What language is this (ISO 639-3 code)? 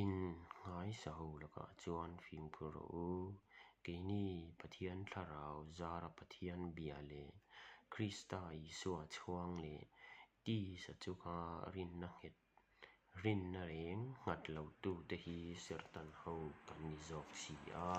lus